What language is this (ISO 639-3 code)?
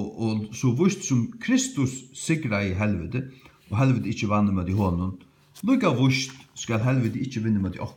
fao